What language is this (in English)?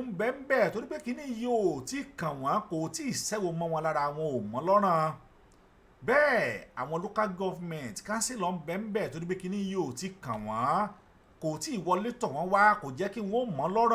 Yoruba